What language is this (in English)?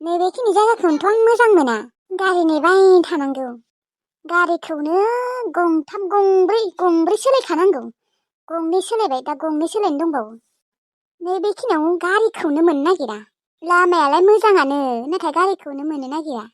Bodo